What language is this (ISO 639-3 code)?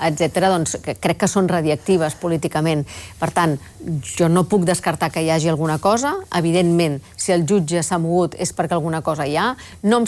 cat